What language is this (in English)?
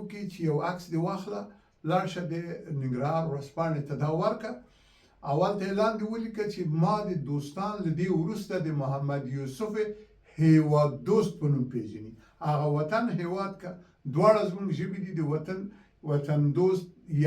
Pashto